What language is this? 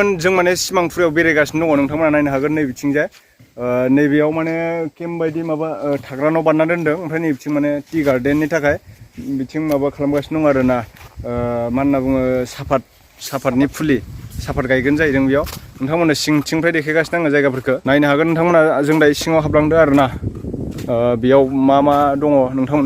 Bodo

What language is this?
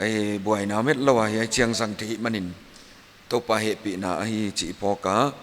Paite Chin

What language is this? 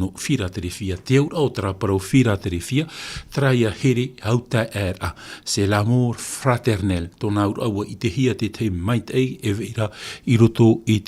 Tahitian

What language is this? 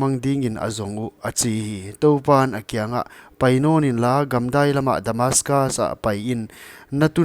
Paite Chin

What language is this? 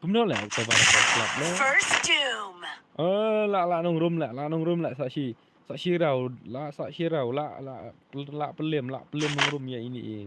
Khasi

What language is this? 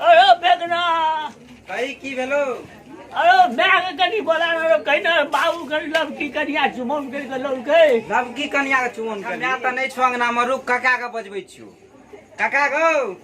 Maithili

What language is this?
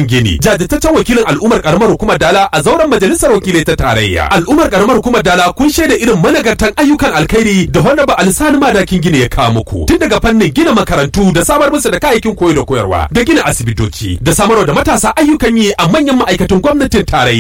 Hausa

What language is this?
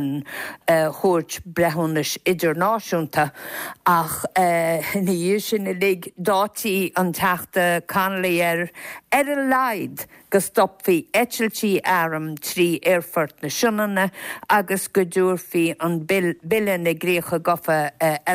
Irish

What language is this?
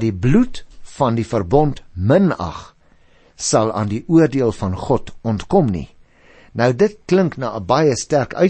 Afrikaans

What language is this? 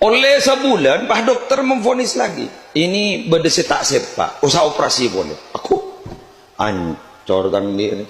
Madurese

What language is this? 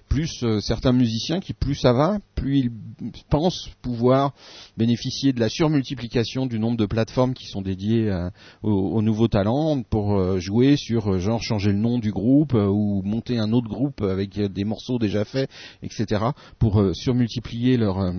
French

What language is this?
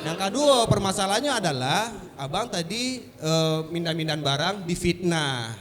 Minangkabau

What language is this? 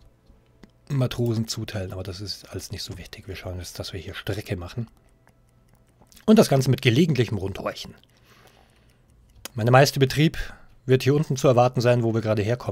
German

